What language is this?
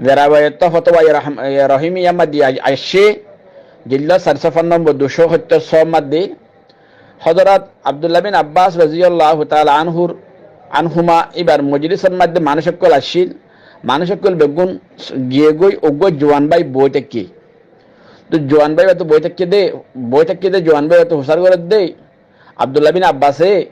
Rohingya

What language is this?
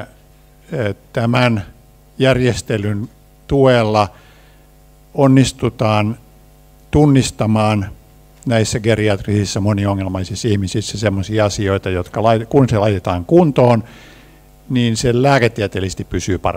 Finnish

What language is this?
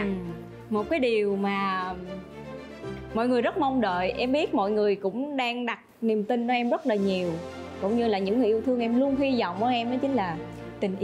Vietnamese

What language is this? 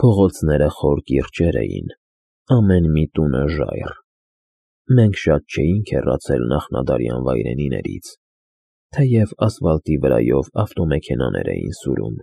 Armenian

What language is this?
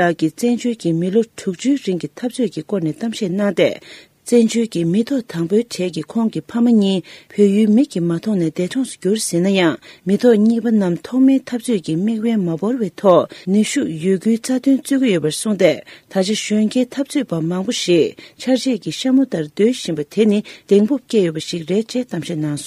Tibetan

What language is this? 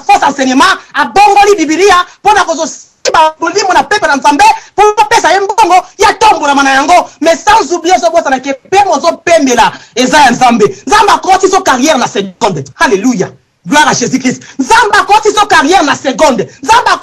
Lingala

